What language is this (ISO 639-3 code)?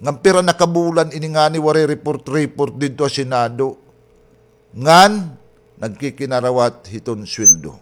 war